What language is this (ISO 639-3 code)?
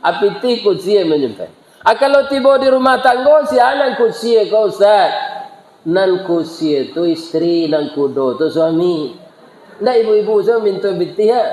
min